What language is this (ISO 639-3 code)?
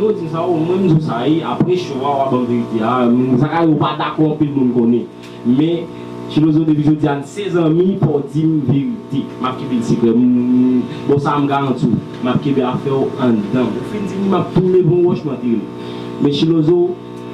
hat